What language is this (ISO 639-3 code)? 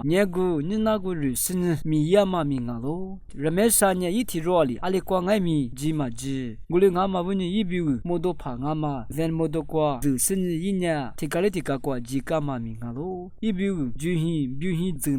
lis